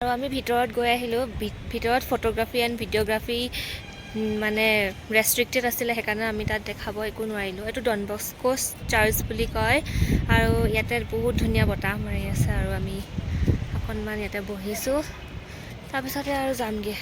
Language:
Assamese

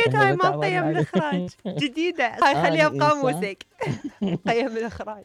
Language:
Mesopotamian Arabic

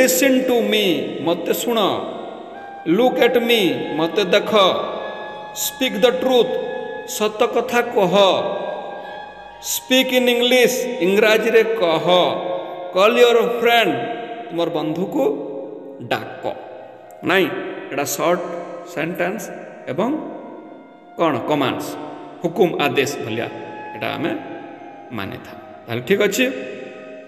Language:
Odia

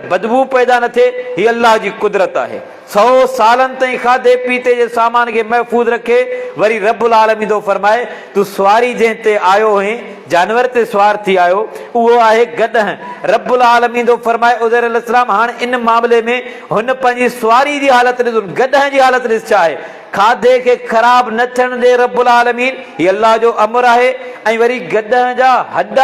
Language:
Sindhi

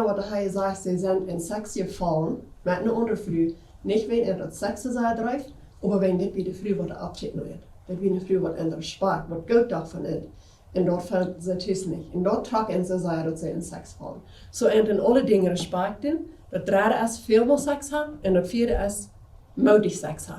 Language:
Plautdietsch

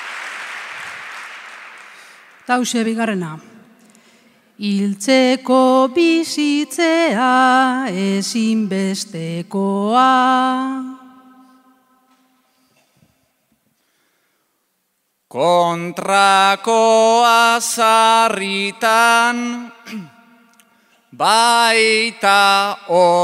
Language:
Basque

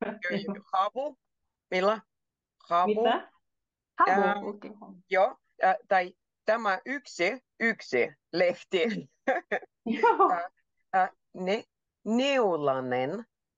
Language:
Finnish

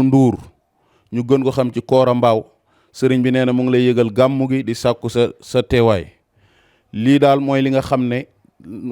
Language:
Wolof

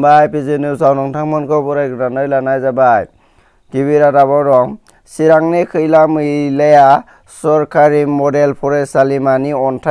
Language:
Bodo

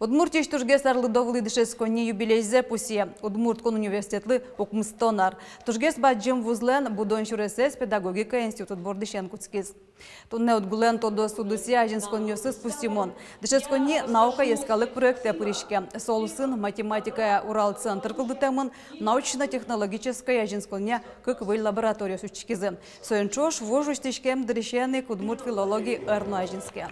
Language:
Udmurt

